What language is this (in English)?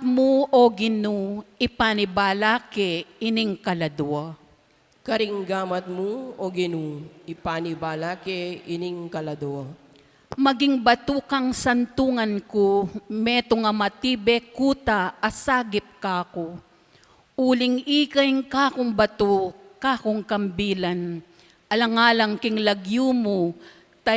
Pampanga